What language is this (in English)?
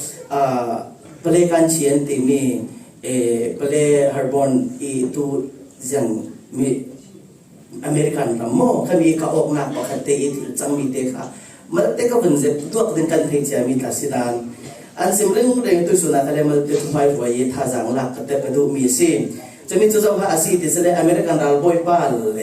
Falam Chin